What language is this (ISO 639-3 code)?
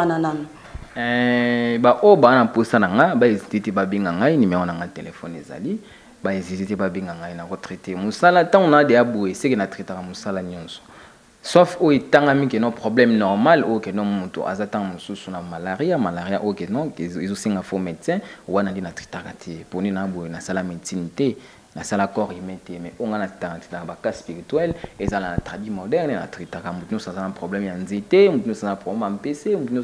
lin